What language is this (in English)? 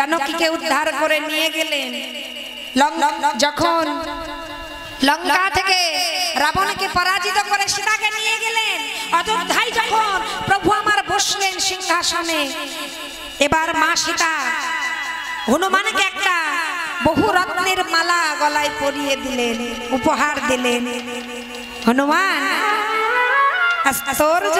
Bangla